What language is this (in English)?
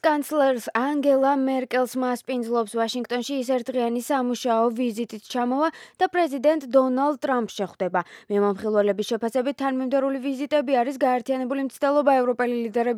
Georgian